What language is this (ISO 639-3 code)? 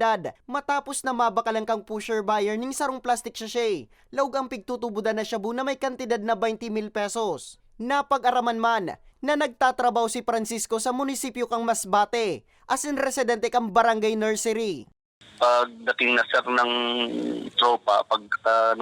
bik